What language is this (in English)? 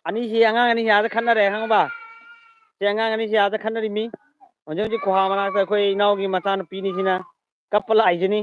Manipuri